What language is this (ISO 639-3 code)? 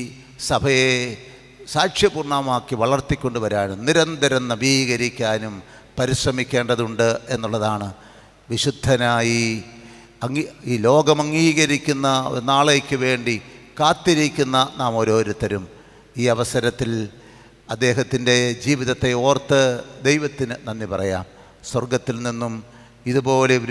mal